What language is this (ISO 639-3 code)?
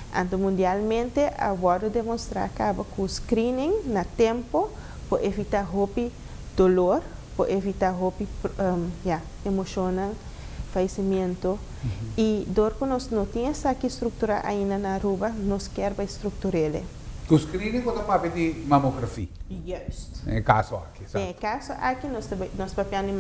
pap